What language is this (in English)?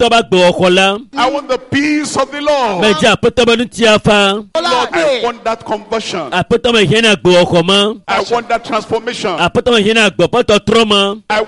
Ewe